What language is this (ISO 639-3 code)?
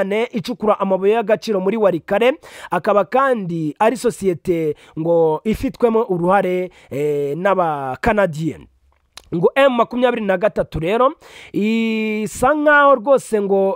kin